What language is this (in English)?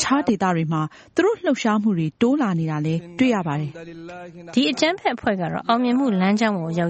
Burmese